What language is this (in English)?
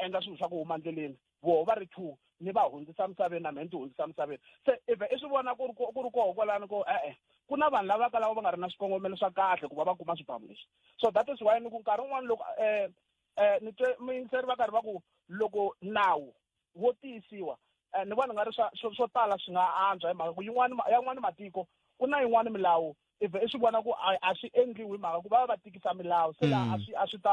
Tsonga